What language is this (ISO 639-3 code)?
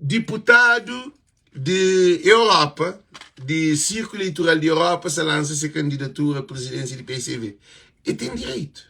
kea